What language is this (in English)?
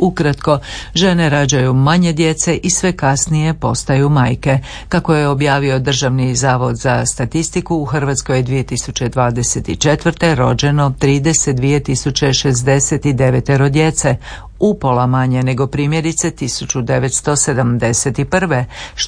Croatian